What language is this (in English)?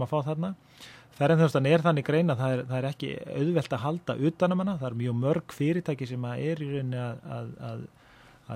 Icelandic